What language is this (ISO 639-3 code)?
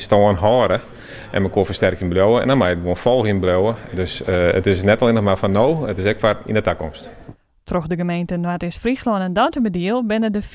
fry